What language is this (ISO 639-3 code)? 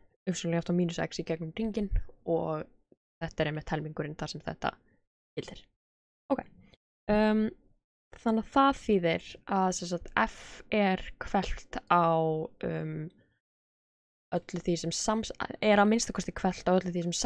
isl